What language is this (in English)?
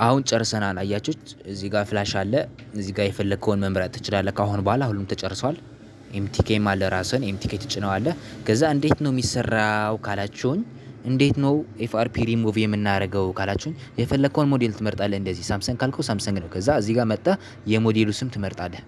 Amharic